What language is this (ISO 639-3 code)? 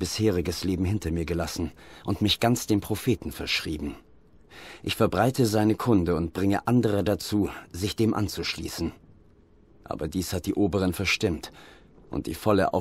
gsw